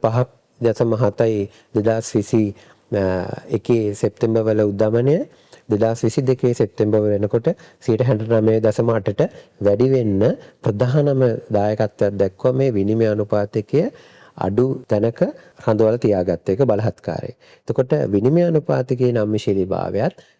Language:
Sinhala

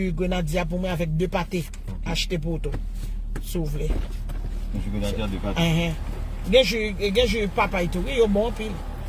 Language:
Haitian Creole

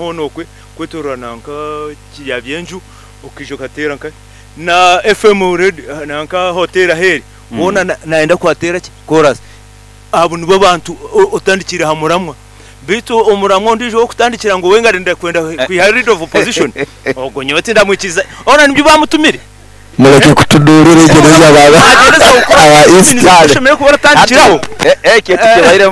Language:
Nyankole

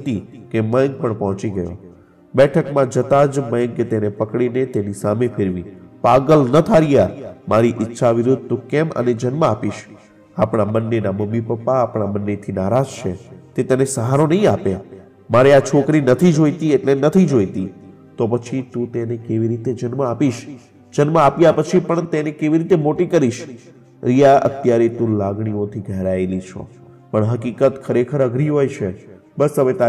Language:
Gujarati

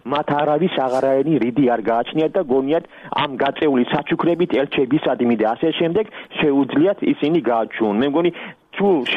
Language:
Georgian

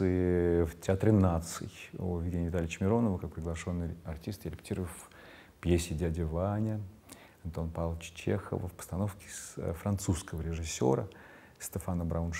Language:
Russian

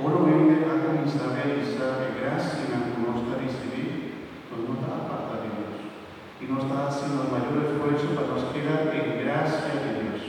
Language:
Papiamento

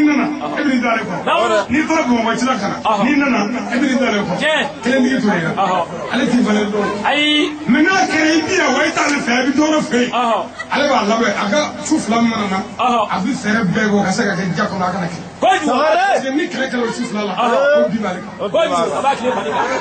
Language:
Bambara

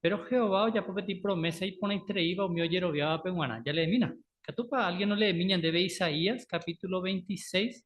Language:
Guarani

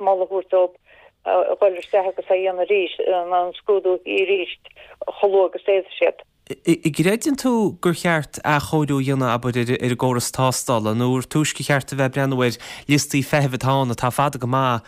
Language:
Irish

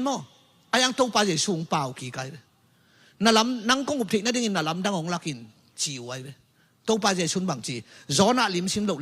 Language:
Tedim Chin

